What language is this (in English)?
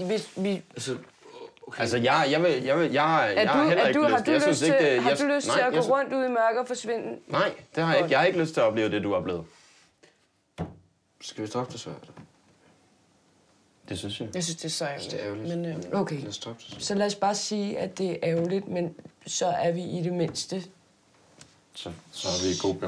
Danish